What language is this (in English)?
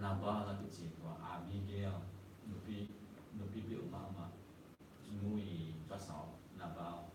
Tedim Chin